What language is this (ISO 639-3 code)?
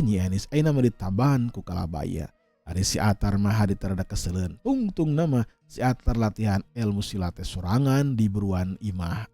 sun